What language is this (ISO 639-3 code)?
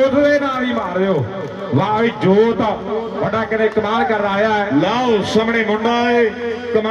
pan